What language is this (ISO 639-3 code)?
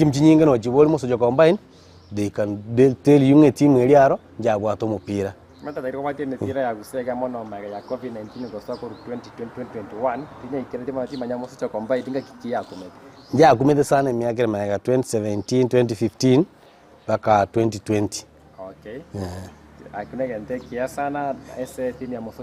guz